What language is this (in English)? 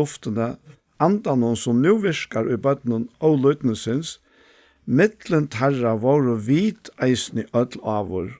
Faroese